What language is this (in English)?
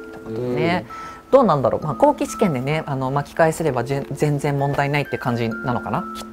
Japanese